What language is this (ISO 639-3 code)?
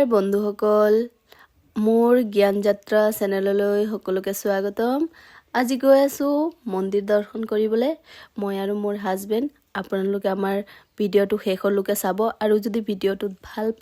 asm